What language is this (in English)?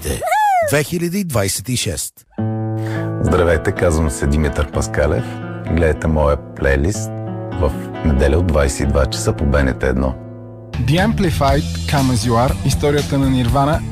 Bulgarian